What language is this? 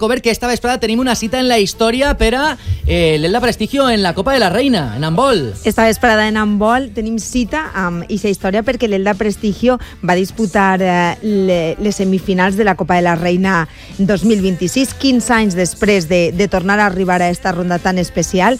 Catalan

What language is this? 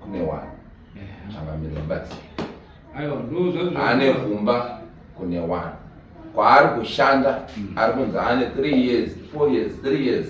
Shona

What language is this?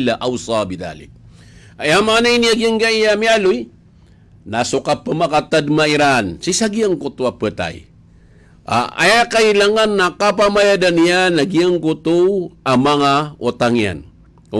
Maranao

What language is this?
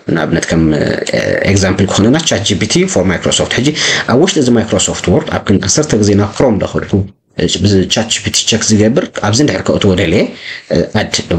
Tigrinya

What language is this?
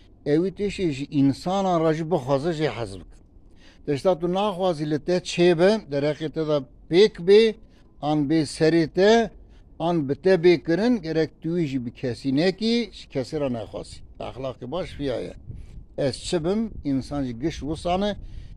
Kurdish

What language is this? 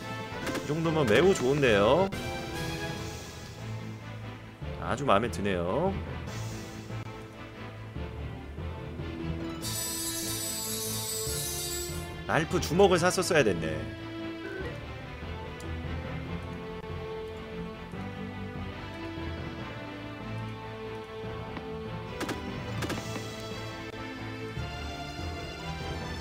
Korean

